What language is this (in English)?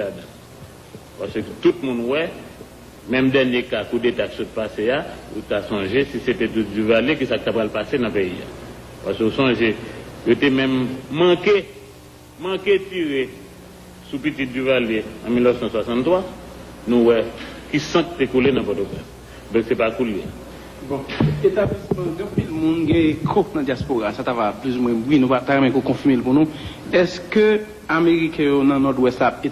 Haitian Creole